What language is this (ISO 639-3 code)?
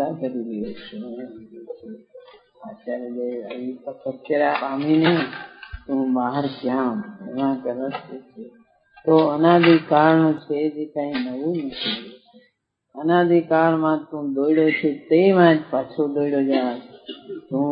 guj